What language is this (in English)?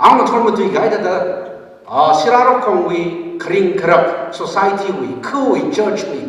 Tangkhul Naga (India)